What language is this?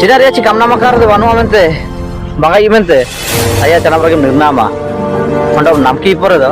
Ho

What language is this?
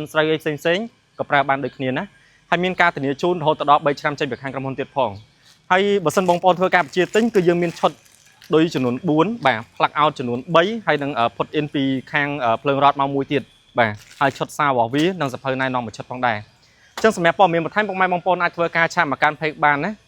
Khmer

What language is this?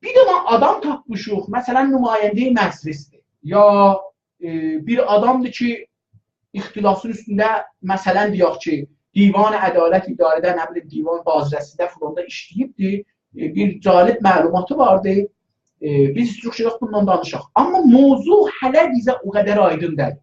South Azerbaijani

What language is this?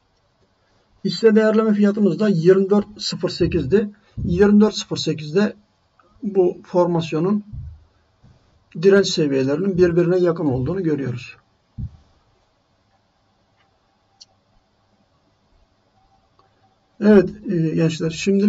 Turkish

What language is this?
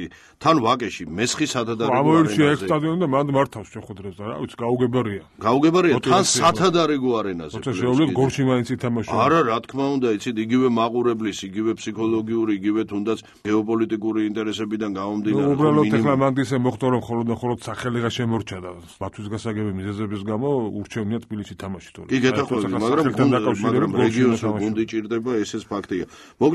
Georgian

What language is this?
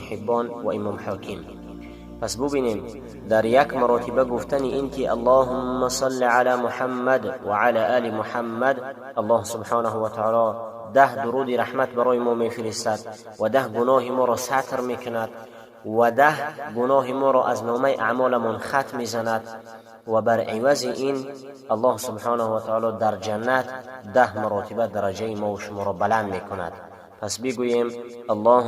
Tajik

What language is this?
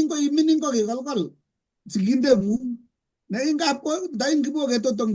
Kalenjin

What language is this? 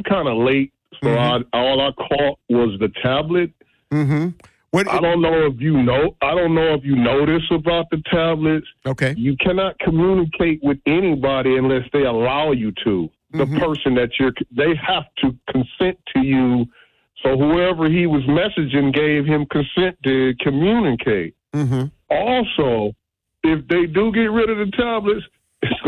English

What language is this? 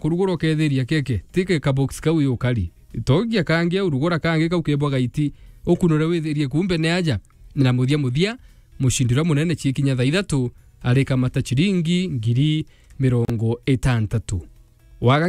Meru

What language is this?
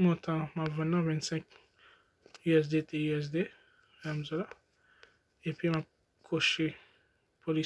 Haitian Creole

